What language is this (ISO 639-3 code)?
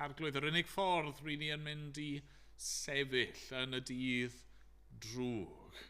cym